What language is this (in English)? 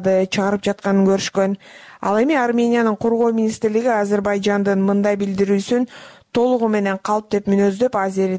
Kyrgyz